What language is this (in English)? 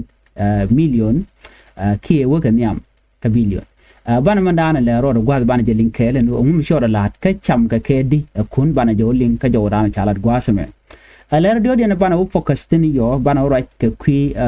Nuer